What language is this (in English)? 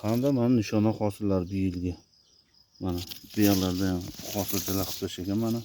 Uzbek